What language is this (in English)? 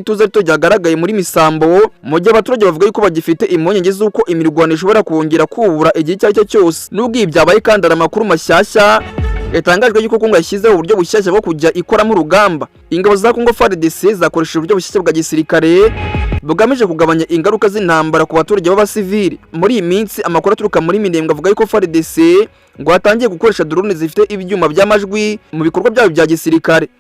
Kinyarwanda